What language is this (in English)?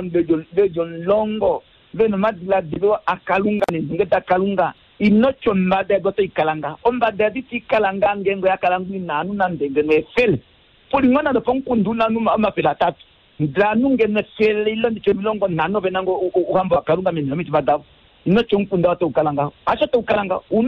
Kuanyama